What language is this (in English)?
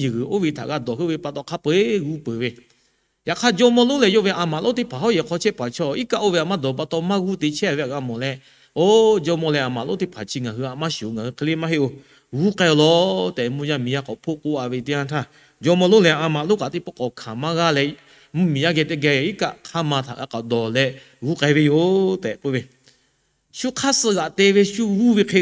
Lahu